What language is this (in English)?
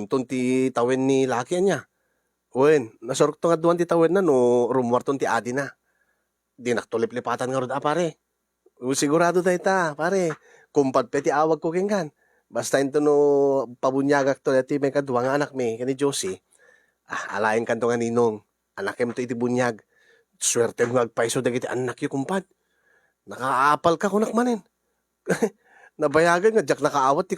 Iloko